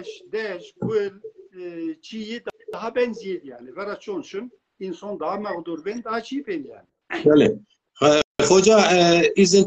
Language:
Zaza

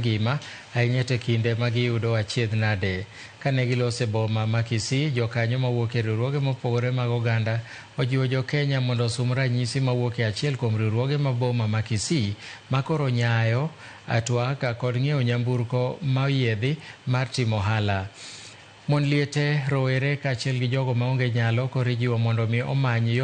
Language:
Luo (Kenya and Tanzania)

